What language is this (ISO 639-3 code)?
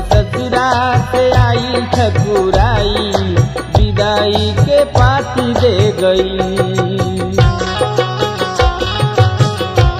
bho